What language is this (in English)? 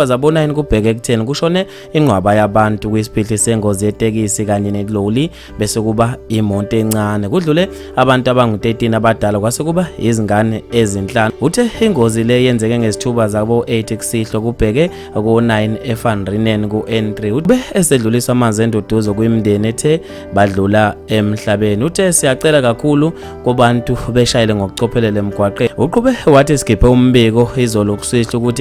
Zulu